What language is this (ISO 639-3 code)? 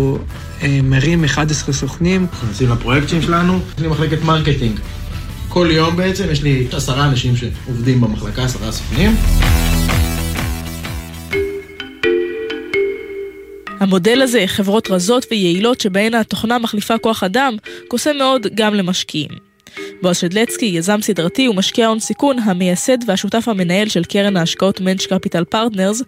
heb